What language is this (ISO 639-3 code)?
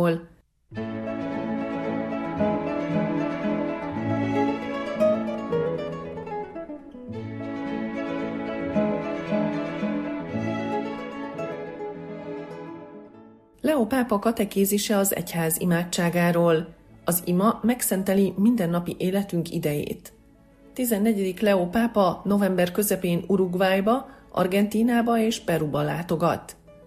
hun